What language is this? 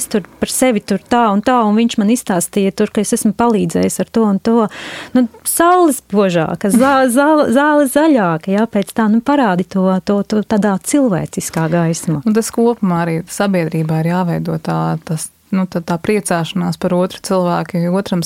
Latvian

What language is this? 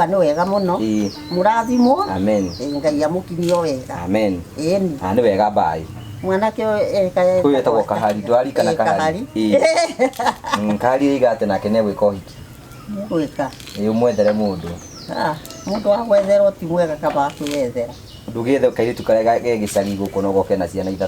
Kikuyu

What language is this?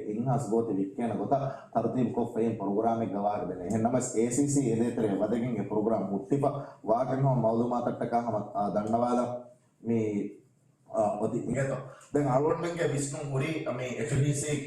Divehi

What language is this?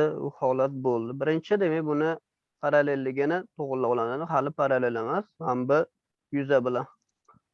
Uzbek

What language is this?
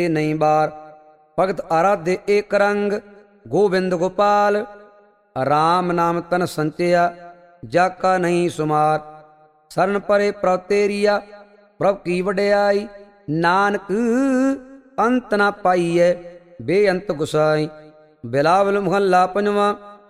Punjabi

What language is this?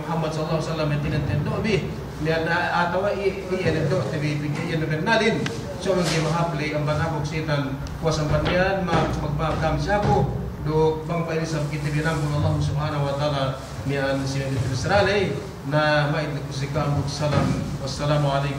Yakan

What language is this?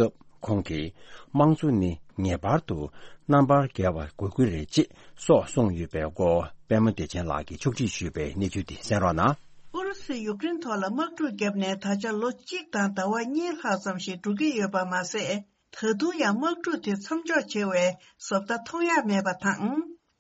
Tibetan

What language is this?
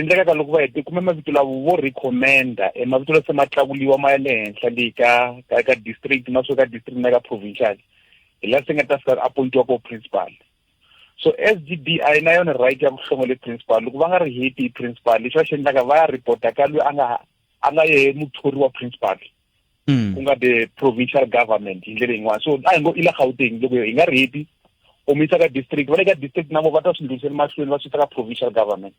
Tsonga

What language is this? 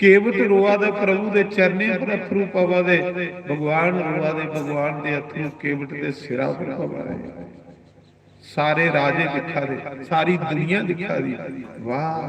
Dogri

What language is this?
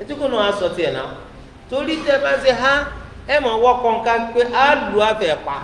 Yoruba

